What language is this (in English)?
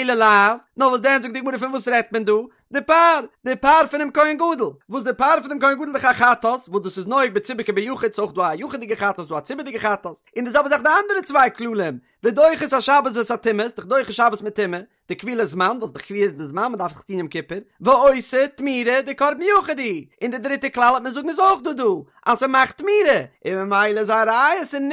Yiddish